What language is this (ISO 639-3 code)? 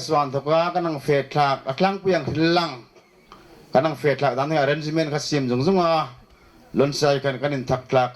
hmr